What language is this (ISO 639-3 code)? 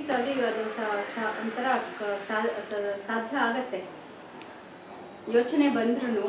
kan